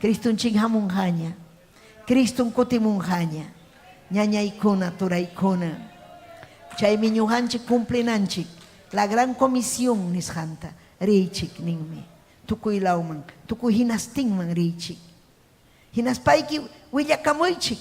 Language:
Ayacucho Quechua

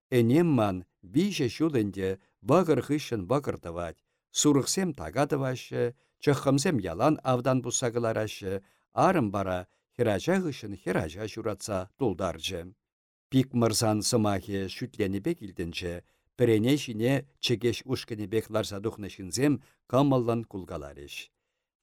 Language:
Chuvash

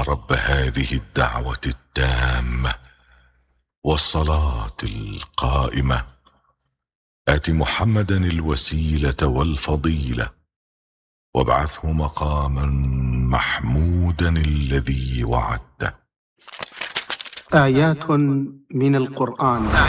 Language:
Arabic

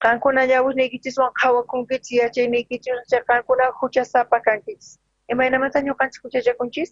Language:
South Bolivian Quechua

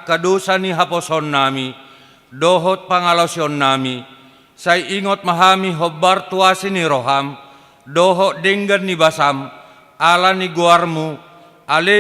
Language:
Batak Toba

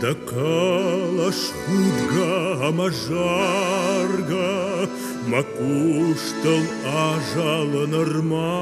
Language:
Ossetic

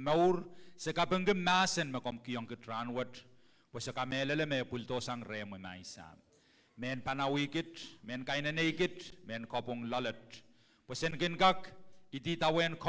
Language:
Pohnpeian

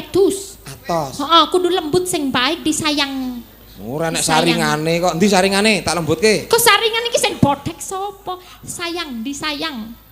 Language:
Javanese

